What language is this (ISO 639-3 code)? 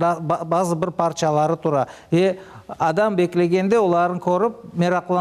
crh